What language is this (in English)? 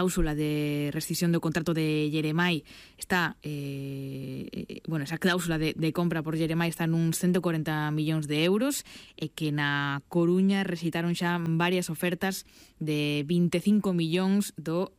Galician